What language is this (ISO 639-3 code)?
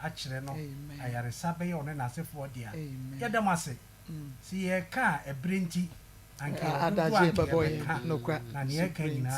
aka